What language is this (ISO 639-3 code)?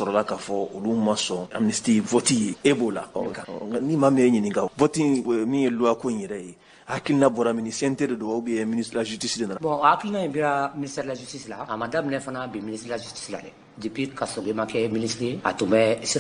bam